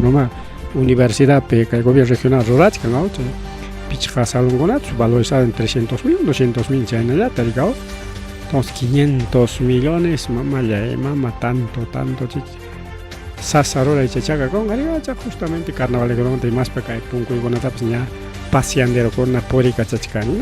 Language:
Ayacucho Quechua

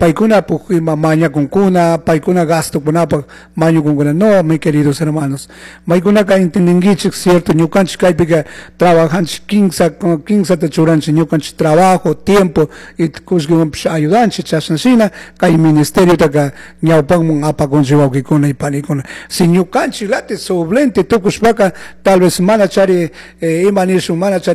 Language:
Chimborazo Highland Quichua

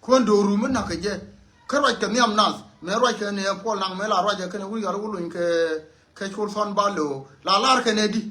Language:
Nuer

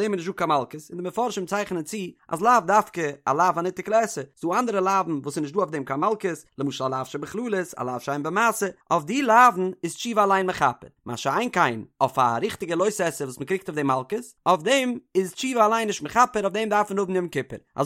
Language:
Yiddish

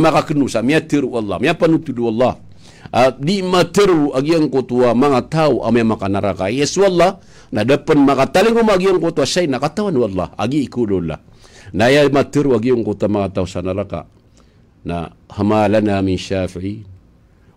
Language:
Maranao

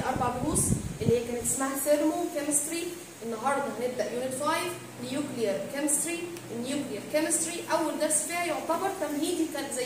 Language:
Egyptian Arabic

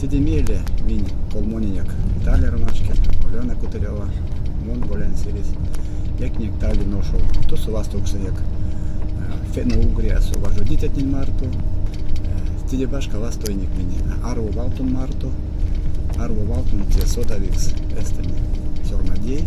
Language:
Erzya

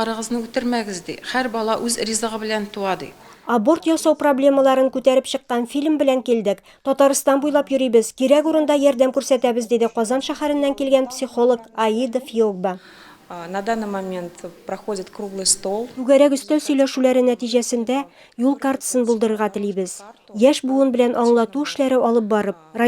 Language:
Tatar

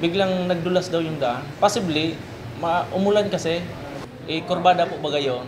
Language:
Bikol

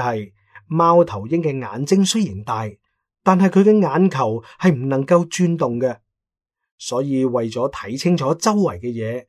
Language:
Cantonese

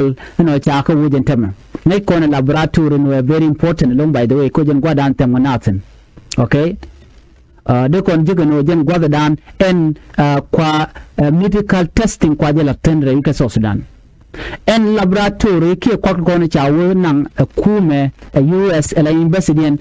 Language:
Nuer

